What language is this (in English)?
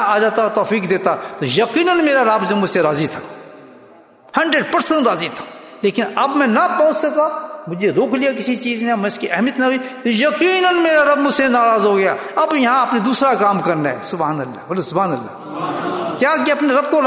Urdu